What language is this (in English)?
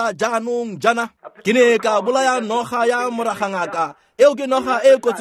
Tswana